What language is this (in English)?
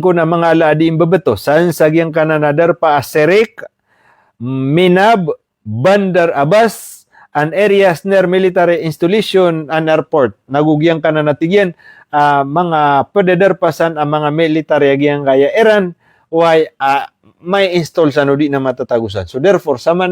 Maranao